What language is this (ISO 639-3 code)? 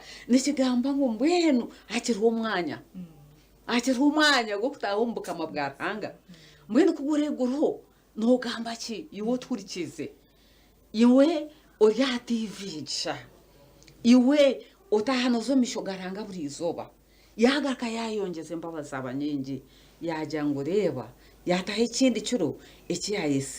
nyn